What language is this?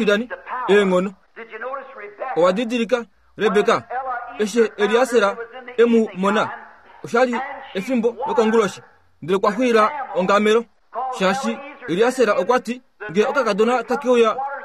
Kuanyama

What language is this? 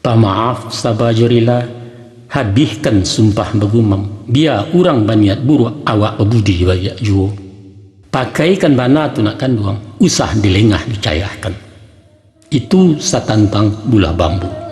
Minangkabau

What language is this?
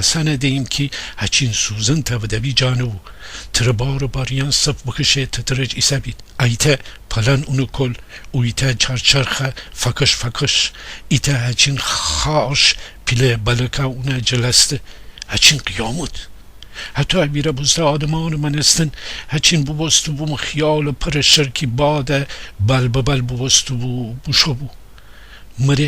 Gilaki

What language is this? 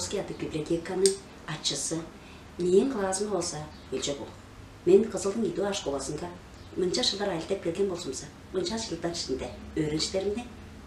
Tuvinian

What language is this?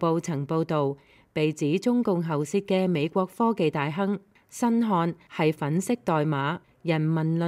Cantonese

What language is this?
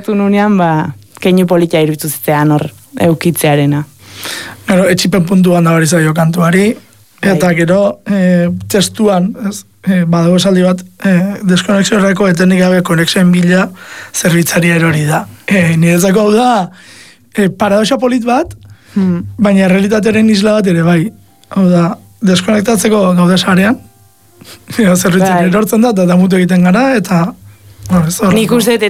Basque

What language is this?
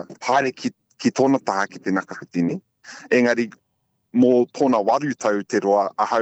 Māori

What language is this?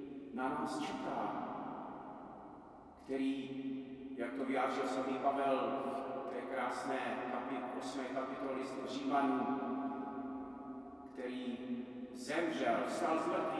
Czech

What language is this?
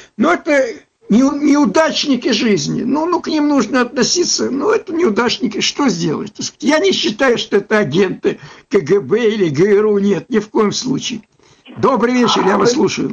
Russian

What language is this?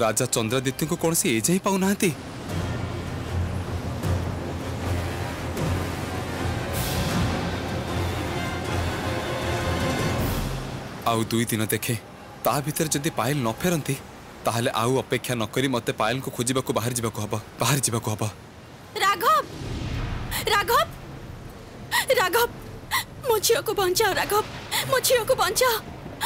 Odia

